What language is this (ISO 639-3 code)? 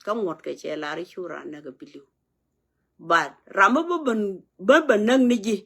nus